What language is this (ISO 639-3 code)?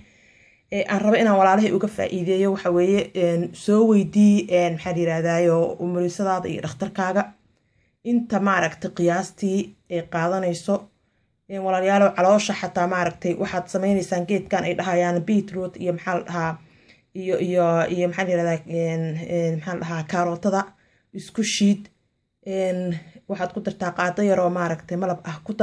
som